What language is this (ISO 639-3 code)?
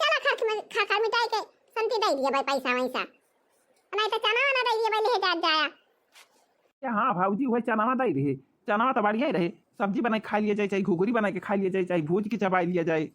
awa